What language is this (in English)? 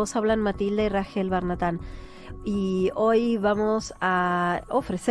Ladino